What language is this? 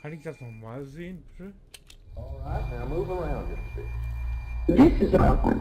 Low German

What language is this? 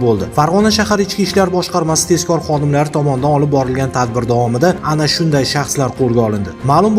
Uzbek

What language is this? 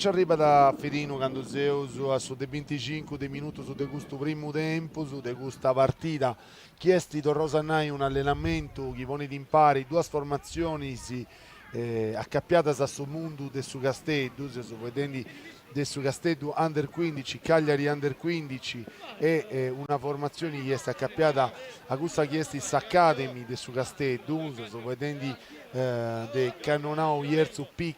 Sardinian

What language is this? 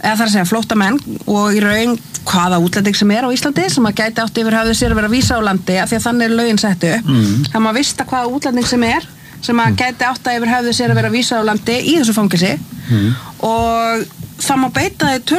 Icelandic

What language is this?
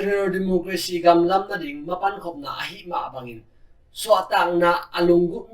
Tedim Chin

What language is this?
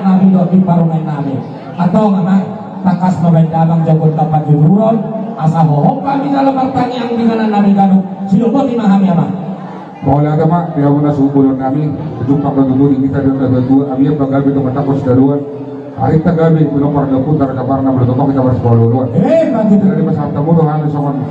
Batak Toba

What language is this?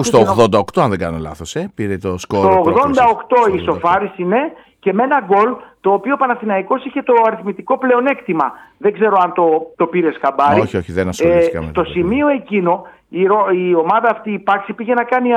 Greek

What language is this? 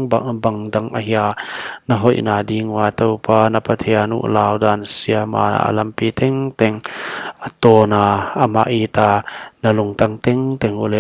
Paite Chin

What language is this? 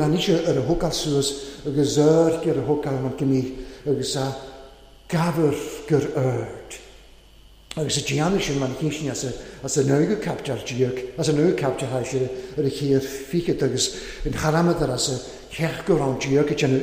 Welsh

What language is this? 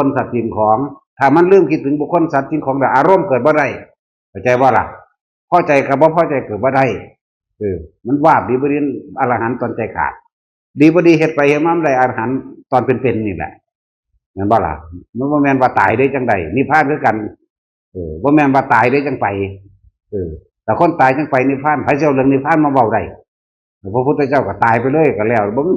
Northeastern Thai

